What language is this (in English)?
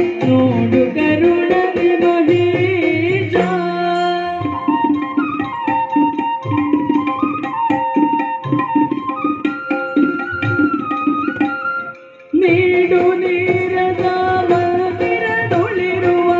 Kannada